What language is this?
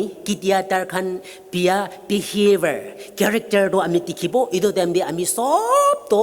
Naga Pidgin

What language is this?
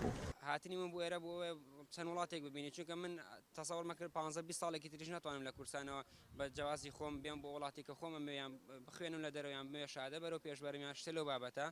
Central Kurdish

